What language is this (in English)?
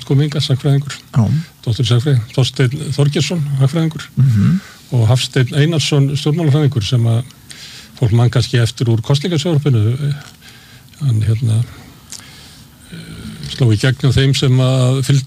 Icelandic